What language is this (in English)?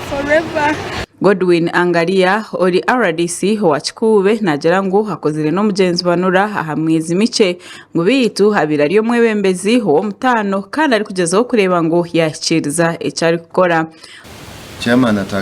Nyankole